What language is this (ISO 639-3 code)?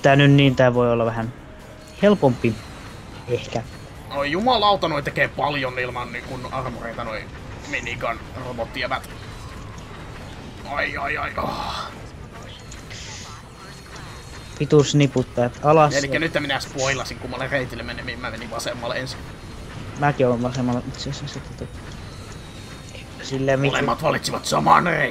fin